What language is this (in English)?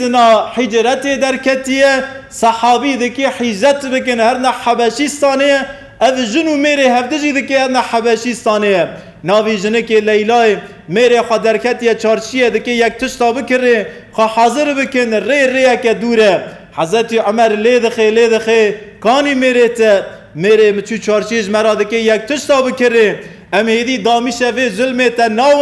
Kurdish